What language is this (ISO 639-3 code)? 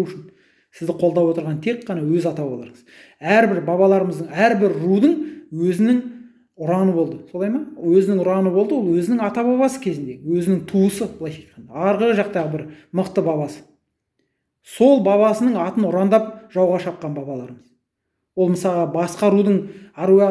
kaz